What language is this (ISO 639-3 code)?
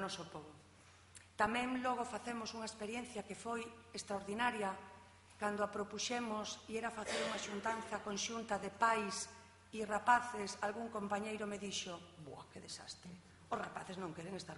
glg